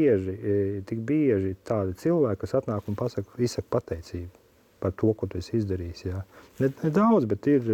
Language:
Latvian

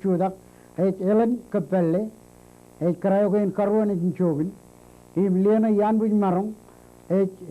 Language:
Marshallese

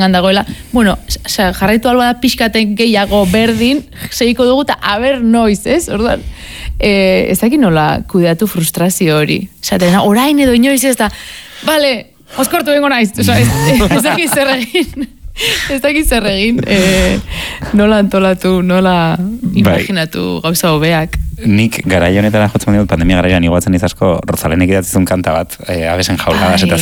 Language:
Basque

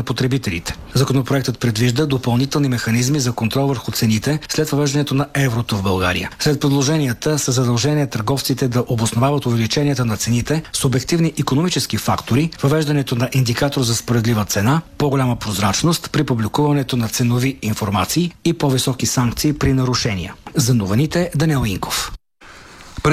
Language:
Bulgarian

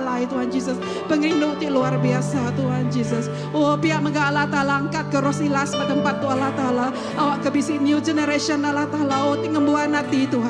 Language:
Iban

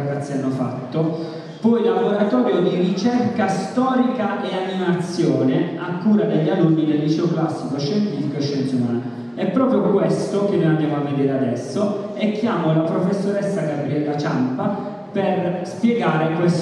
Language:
Italian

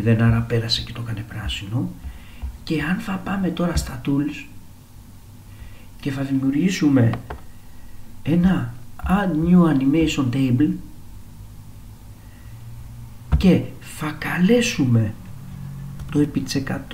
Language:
Greek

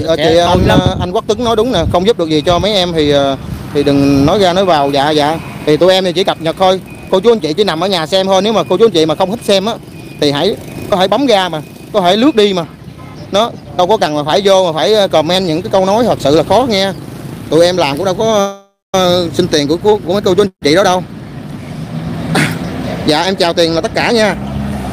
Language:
Vietnamese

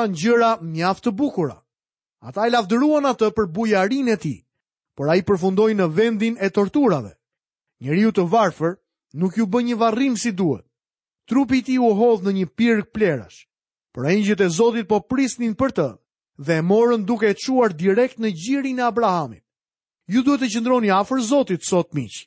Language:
Albanian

